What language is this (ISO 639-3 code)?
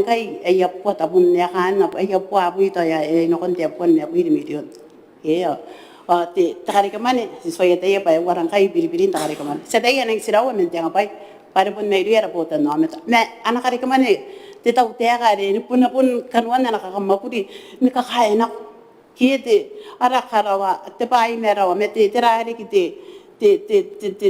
gil